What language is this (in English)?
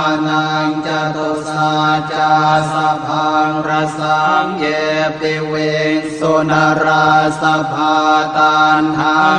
Pali